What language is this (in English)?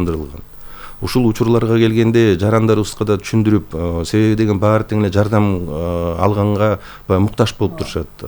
Kyrgyz